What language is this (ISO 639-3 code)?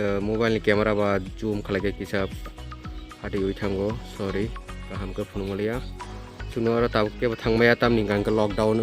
trp